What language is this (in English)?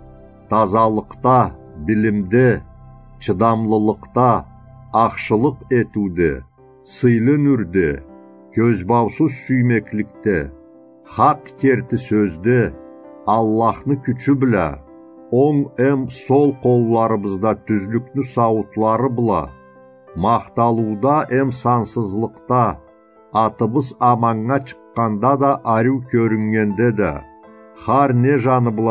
Karachay-Balkar